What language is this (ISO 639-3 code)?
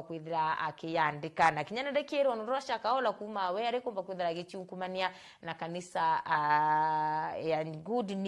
mer